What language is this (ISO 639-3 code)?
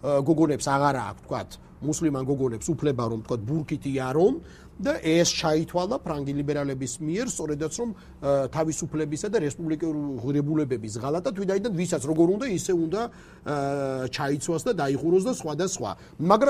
kat